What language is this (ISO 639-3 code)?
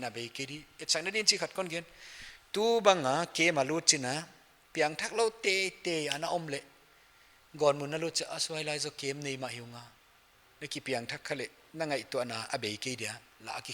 pck